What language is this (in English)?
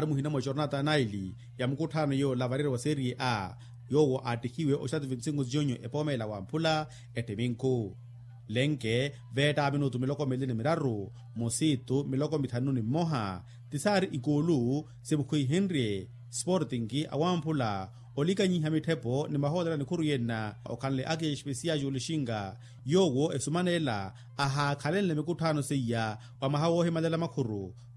Makhuwa